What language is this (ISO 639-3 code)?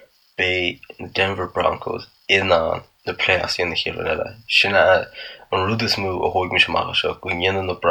gle